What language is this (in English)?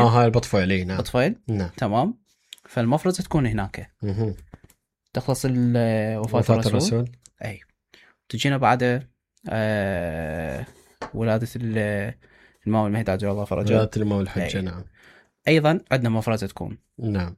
Mesopotamian Arabic